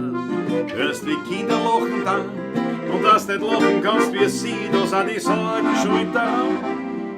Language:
Bavarian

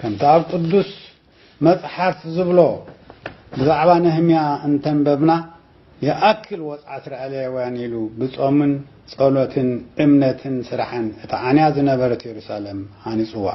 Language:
Tigrinya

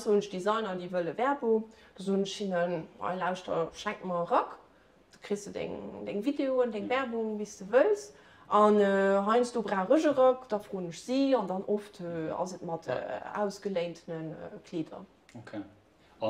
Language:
Luxembourgish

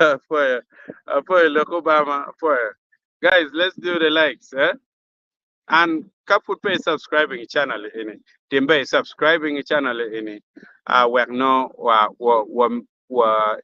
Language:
Acoli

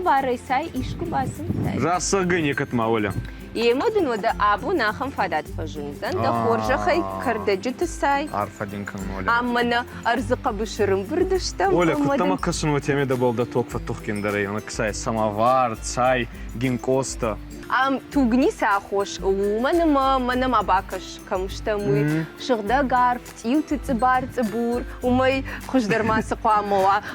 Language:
Ossetic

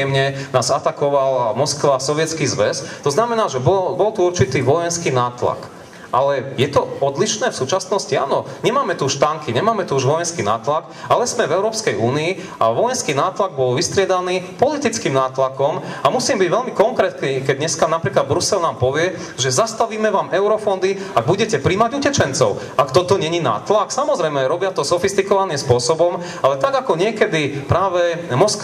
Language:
Slovak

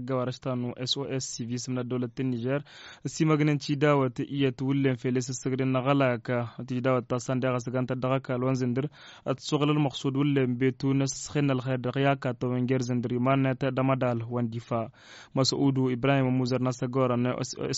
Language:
Tamasheq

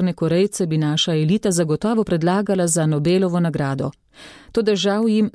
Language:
Slovenian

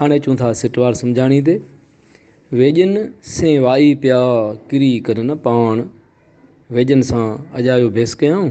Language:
Sindhi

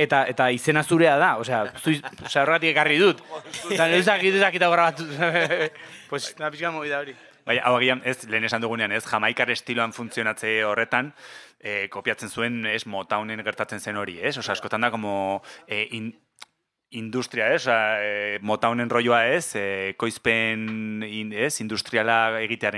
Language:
Basque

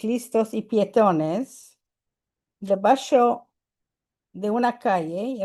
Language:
Ladino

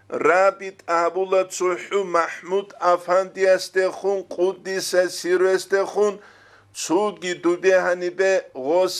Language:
Avaric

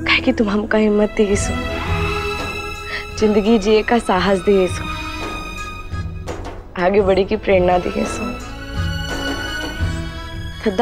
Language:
Hindi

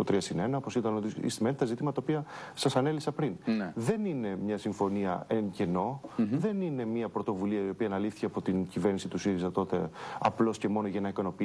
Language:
Greek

